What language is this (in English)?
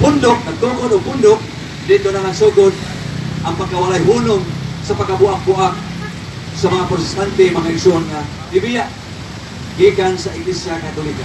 Cebuano